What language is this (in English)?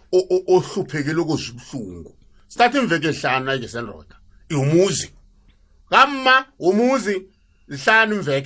South Ndebele